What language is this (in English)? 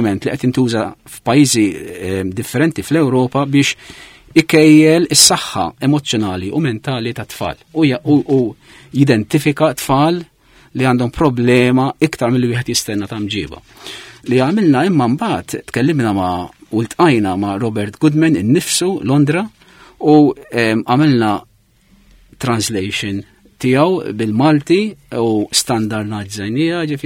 Maltese